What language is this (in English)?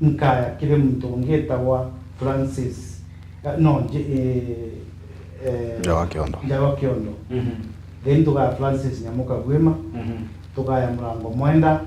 Meru